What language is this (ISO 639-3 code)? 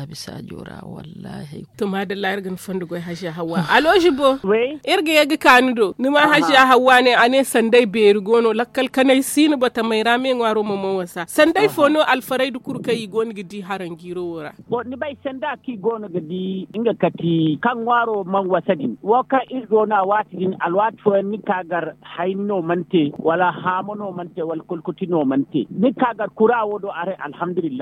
dje